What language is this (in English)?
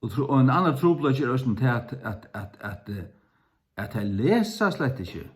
Faroese